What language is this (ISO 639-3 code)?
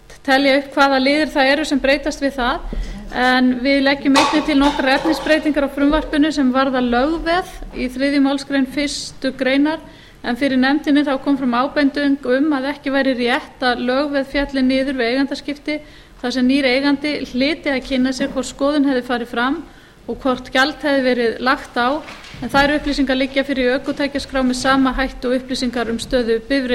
isl